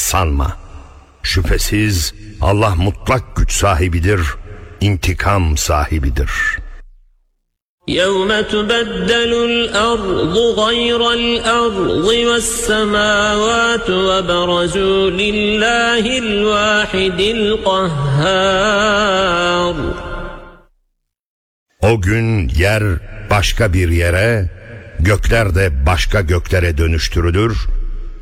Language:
Turkish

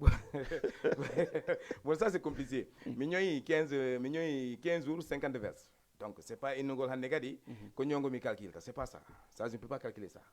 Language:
Fula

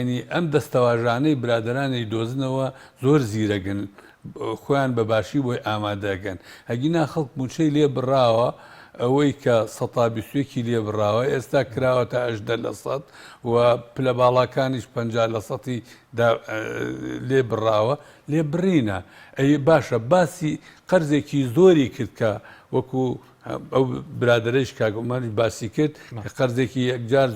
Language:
Central Kurdish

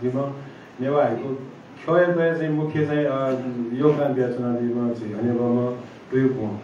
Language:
Newari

